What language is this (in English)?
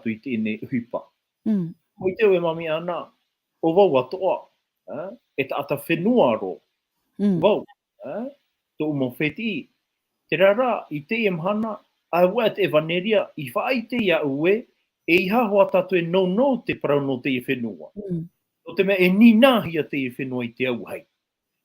Tahitian